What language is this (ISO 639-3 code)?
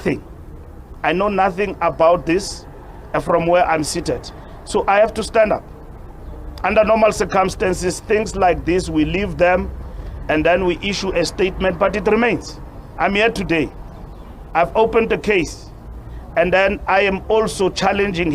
ven